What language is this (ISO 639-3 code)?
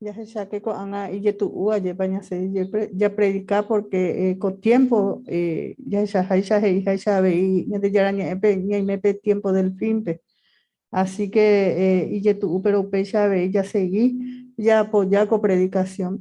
grn